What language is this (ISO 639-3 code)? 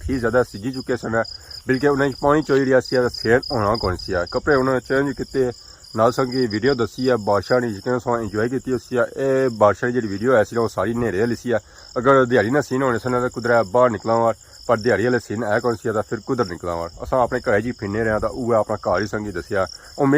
phr